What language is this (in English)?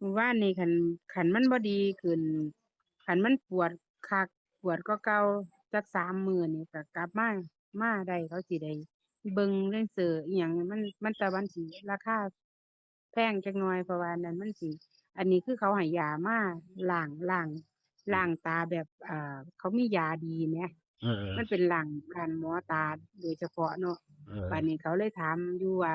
Northeastern Thai